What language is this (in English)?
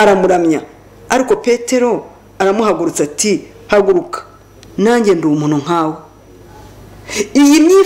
Kinyarwanda